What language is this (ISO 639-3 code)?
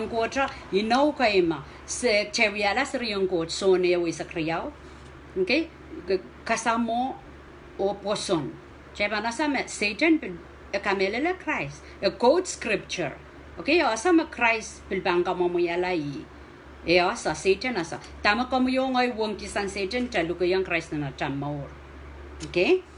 pon